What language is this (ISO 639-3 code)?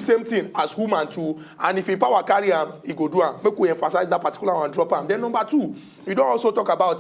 pcm